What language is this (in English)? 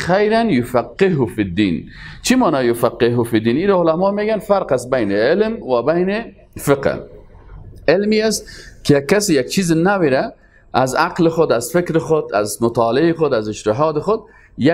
Persian